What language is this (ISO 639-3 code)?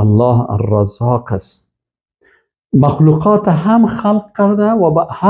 fas